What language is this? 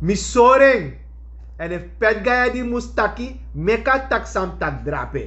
Sranan Tongo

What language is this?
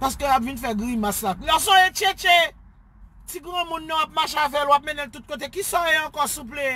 Haitian Creole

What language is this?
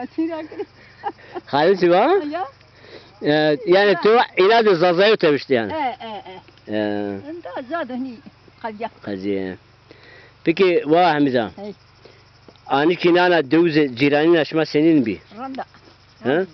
Zaza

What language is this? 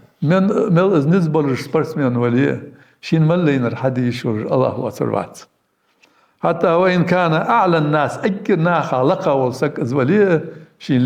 Ingush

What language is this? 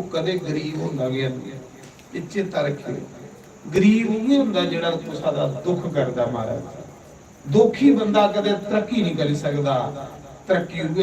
Dogri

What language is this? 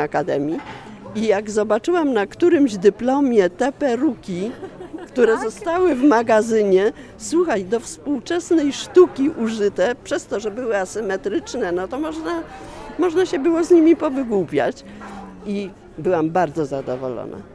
Polish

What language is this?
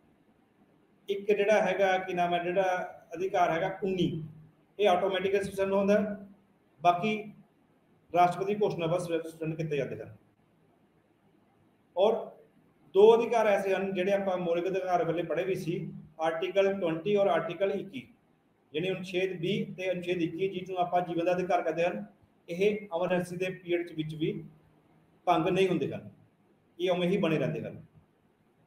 Punjabi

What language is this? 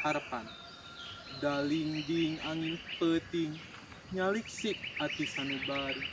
Sundanese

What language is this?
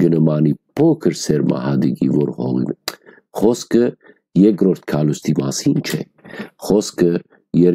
Western Armenian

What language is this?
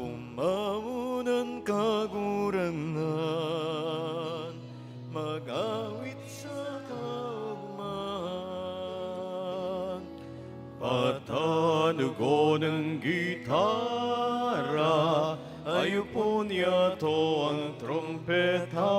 Bikol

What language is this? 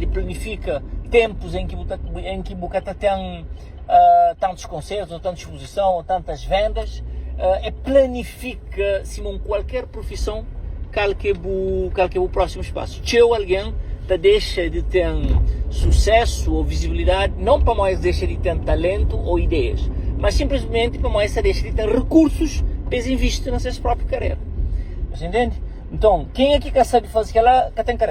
Kabuverdianu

